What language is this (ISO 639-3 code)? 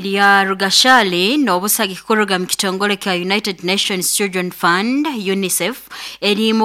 nyo